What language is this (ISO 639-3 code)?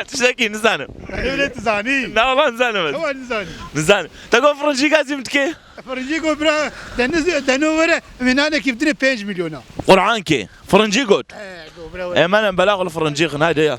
kur